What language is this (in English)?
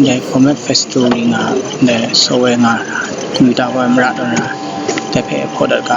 Kachin